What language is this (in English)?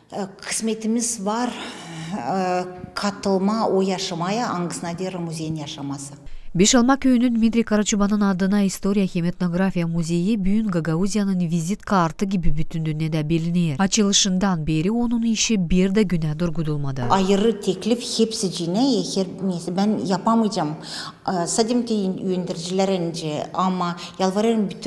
Gagauz